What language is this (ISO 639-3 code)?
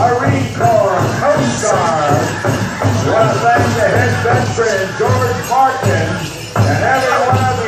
eng